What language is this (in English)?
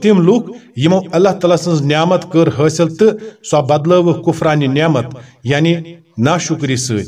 Kashmiri